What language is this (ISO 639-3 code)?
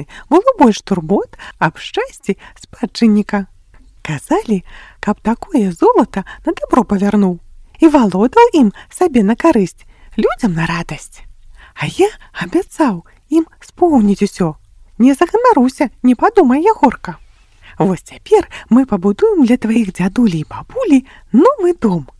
bel